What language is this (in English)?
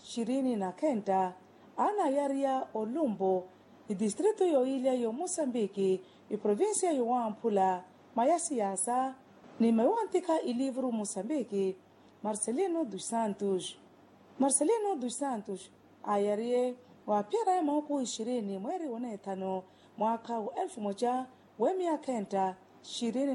Makhuwa